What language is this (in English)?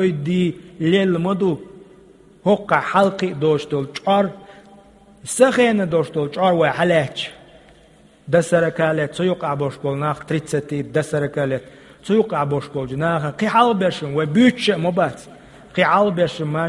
Chechen